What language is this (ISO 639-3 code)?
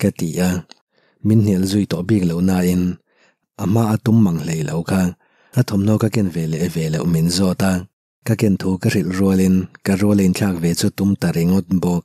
lus